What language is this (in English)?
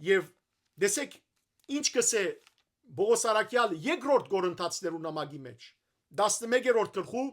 Western Armenian